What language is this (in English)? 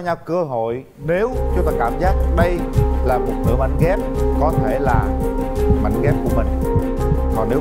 Vietnamese